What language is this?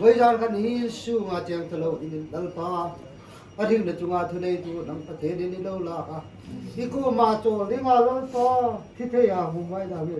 Hmar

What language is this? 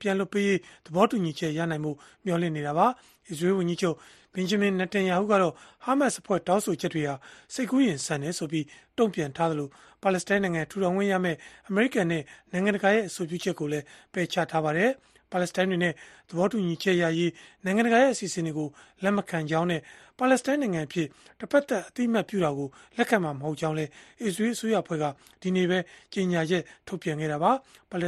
Burmese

